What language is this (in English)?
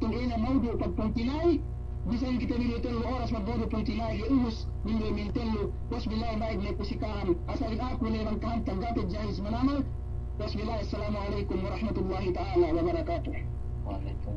Yakan